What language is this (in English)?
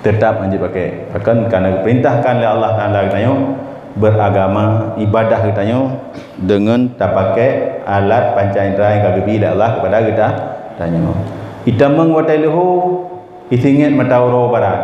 Achinese